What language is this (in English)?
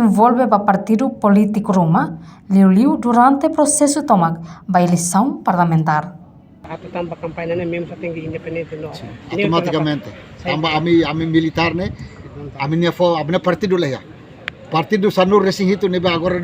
Tetum